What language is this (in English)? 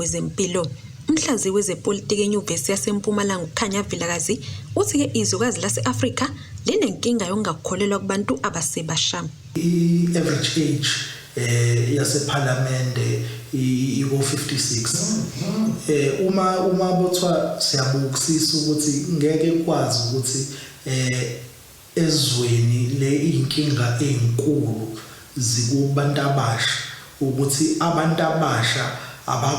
Zulu